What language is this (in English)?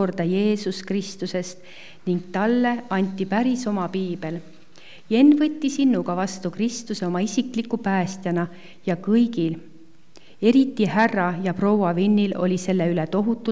Estonian